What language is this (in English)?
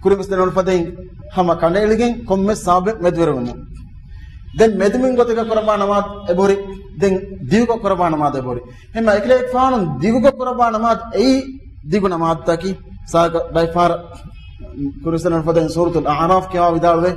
Divehi